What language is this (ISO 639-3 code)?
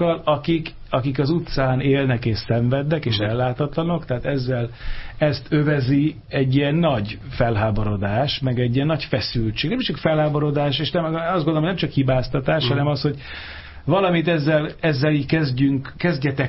hun